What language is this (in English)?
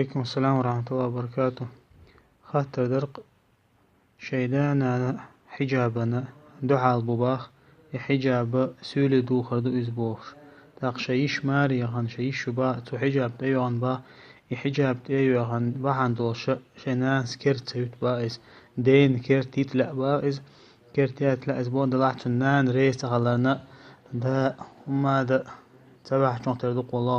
Chechen